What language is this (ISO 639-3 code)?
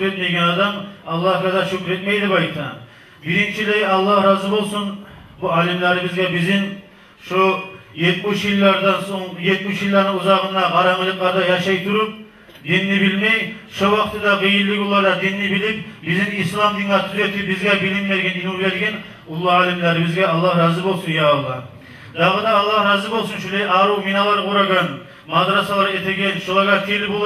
kum